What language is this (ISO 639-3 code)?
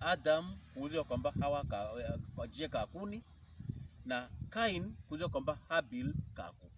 pkb